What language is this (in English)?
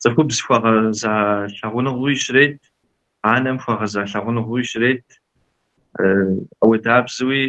Kabardian